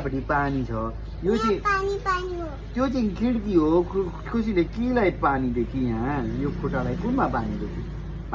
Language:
Nepali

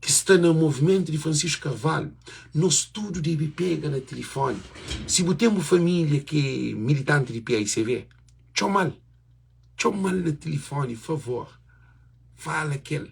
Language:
Kabuverdianu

